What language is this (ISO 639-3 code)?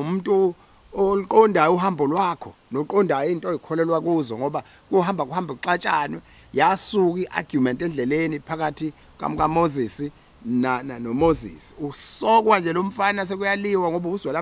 zul